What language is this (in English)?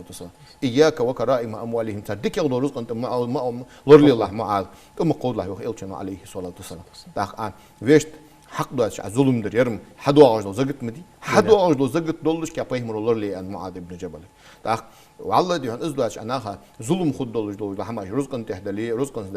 Ingush